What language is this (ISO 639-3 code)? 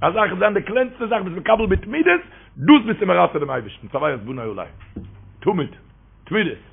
yid